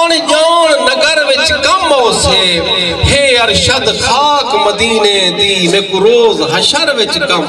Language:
Saraiki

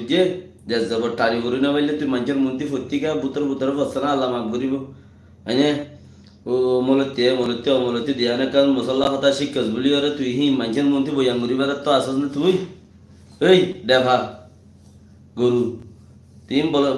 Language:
Rohingya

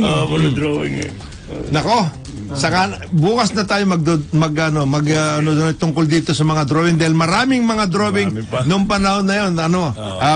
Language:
Filipino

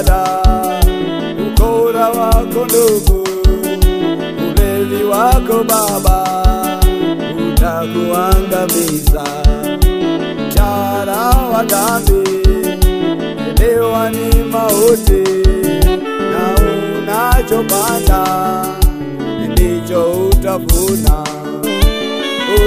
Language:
Swahili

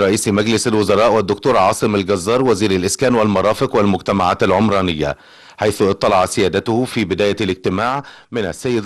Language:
Arabic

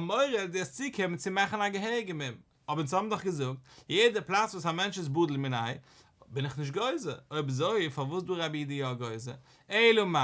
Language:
Yiddish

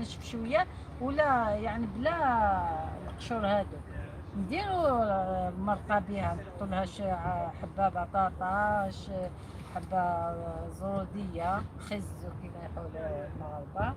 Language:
Algerian Arabic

